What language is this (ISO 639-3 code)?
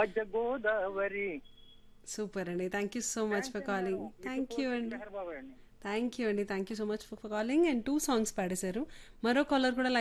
tel